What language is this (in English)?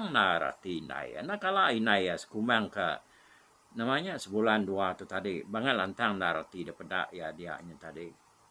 Iban